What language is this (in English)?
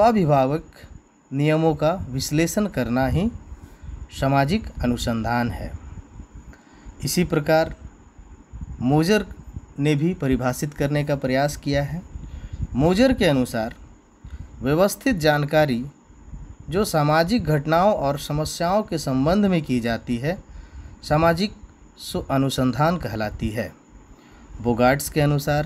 Hindi